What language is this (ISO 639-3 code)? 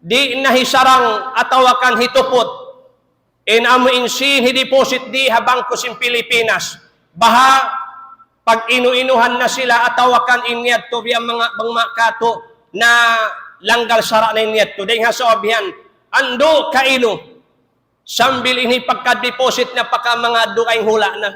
tsg